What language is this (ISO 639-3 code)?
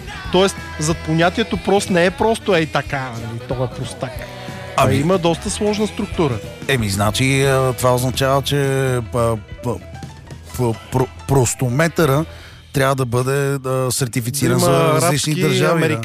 bul